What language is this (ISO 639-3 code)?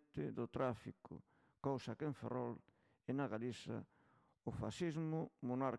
glg